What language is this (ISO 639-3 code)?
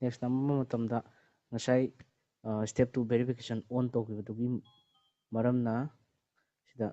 mni